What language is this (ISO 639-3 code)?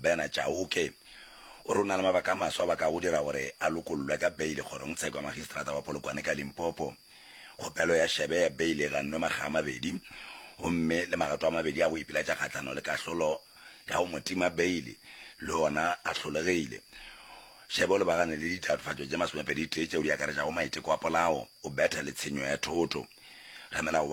nso